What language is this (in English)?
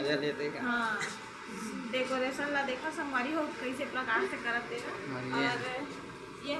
Chhattisgarhi